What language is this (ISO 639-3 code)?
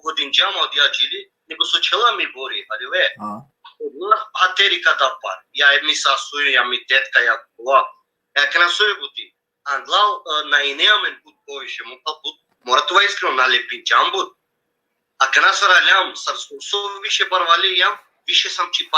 rmn